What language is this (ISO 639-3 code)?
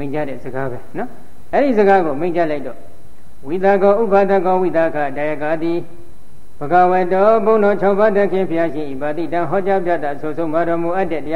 mya